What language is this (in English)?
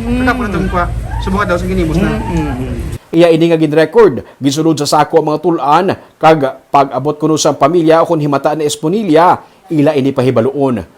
Hiligaynon